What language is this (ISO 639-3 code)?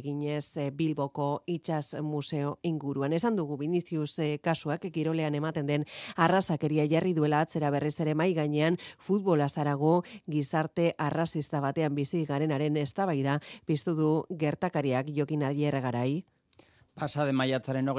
eus